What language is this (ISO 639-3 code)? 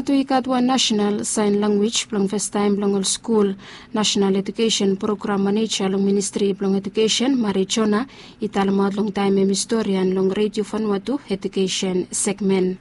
bis